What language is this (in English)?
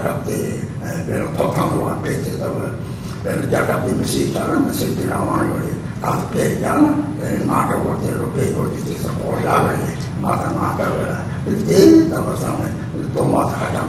Chinese